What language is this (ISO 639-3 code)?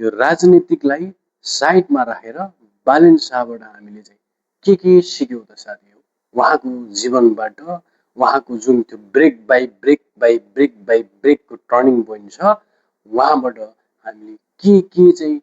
nep